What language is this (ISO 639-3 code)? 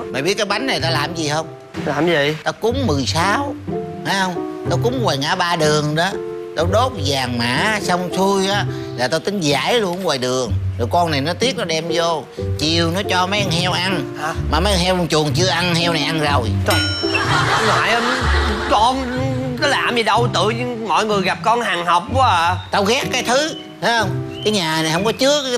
vie